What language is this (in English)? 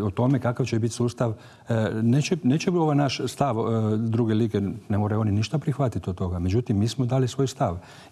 Croatian